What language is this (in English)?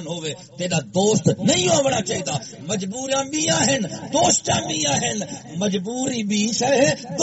Saraiki